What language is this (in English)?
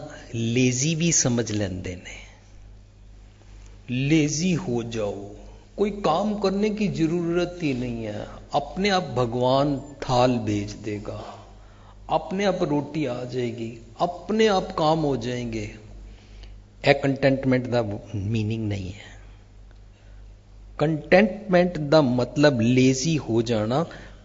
Punjabi